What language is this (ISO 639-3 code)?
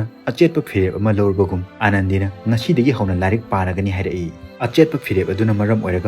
mni